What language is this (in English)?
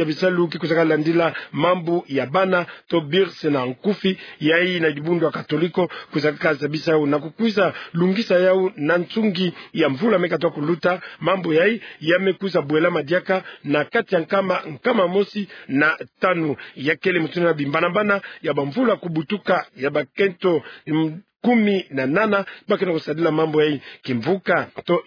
Kituba (Democratic Republic of Congo)